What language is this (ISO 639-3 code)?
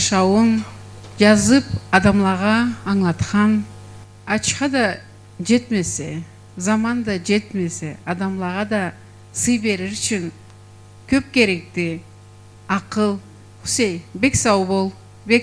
krc